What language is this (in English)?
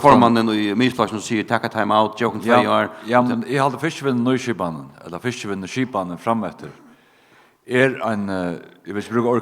Faroese